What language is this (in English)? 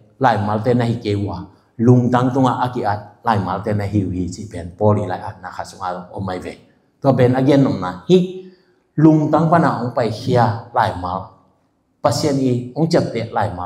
Tedim Chin